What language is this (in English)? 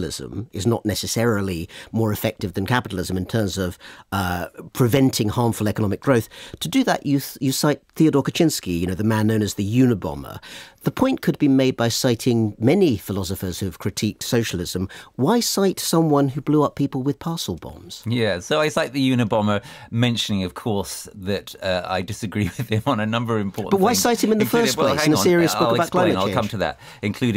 English